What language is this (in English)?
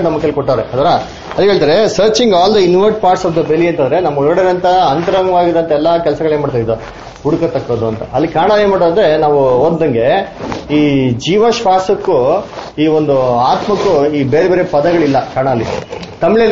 Kannada